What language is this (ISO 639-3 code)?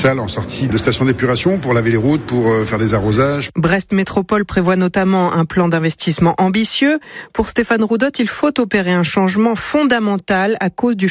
fra